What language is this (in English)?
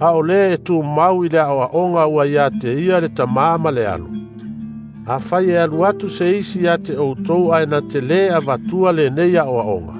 Samoan